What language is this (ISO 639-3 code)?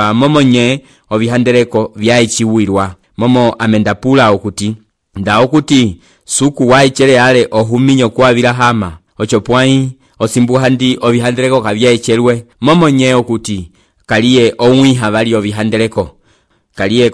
umb